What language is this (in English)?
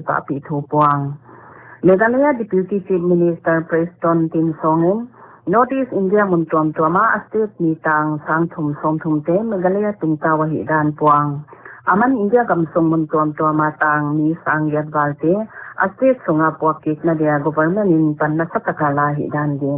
Paite Chin